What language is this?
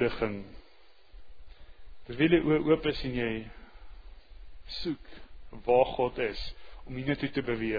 Afrikaans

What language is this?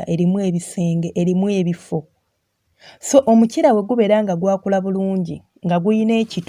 Ganda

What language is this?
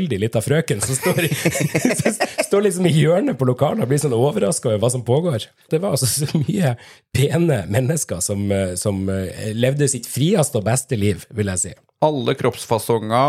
Norwegian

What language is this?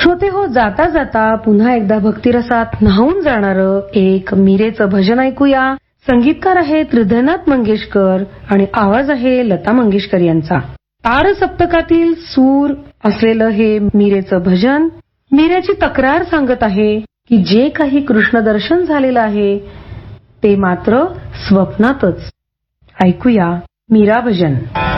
Marathi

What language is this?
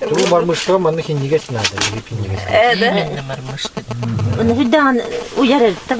Yakut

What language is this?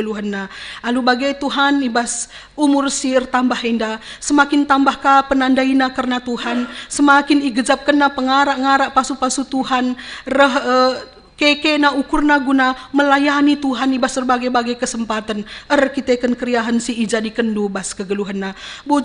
Batak Karo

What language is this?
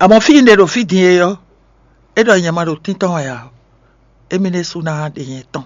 Fon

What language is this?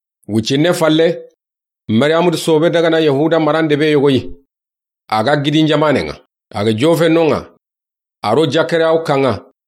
Soninke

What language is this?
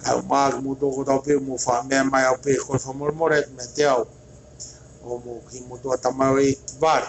Tongan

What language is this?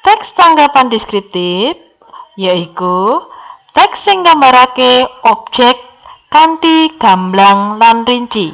Javanese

